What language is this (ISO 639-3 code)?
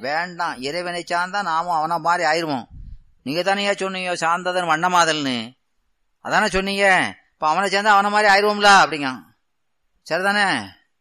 tam